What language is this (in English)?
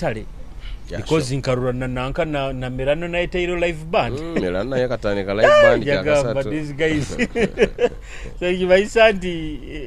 Nyoro